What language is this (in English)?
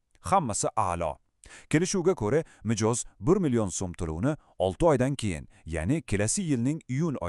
Uzbek